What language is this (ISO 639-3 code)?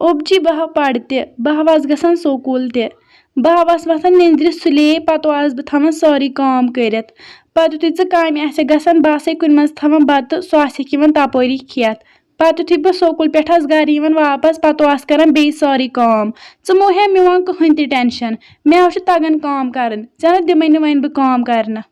kas